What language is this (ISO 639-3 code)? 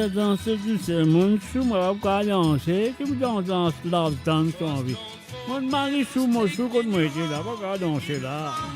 mfe